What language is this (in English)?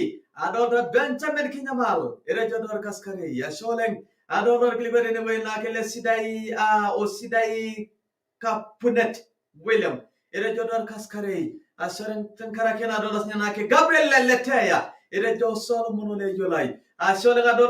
Masai